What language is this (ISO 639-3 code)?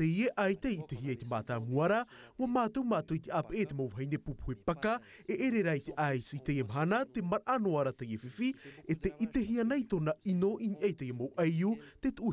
tah